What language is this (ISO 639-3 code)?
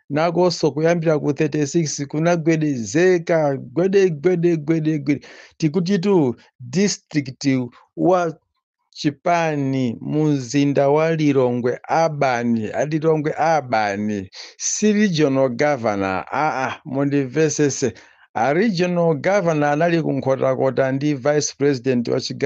nya